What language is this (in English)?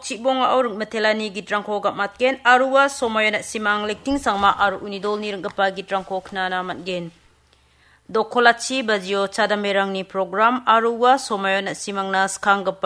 Garo